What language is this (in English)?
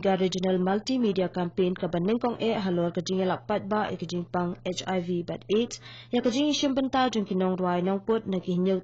Khasi